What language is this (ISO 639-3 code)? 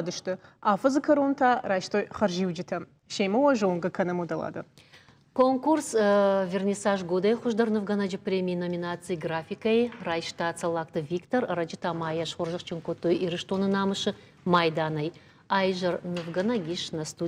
oss